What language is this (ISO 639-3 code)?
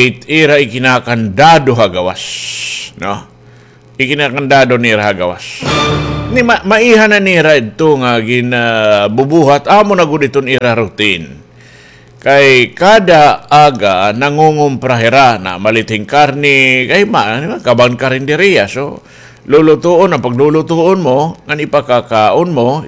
war